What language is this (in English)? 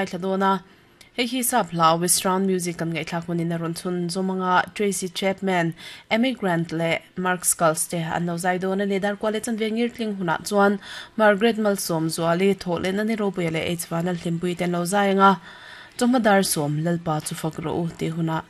Mizo